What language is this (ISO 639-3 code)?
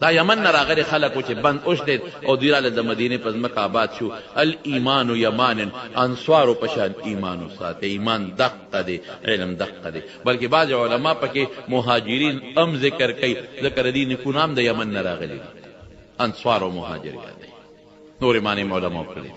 pus